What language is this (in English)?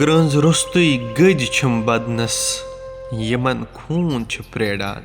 Kashmiri